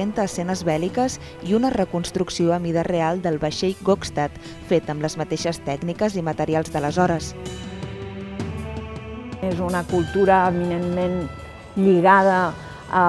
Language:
Catalan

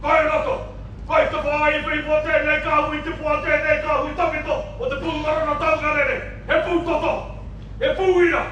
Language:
Māori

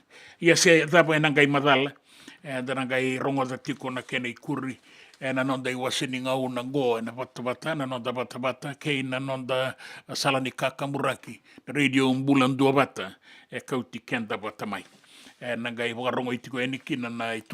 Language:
Fijian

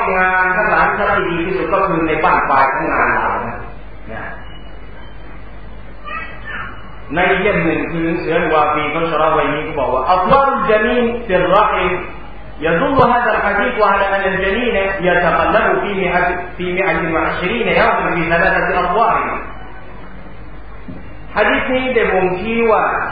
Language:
Thai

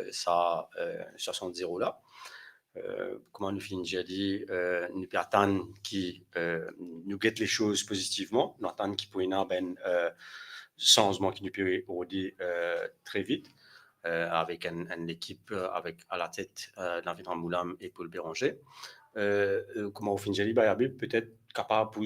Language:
Morisyen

